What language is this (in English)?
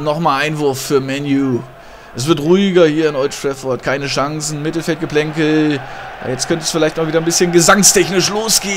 German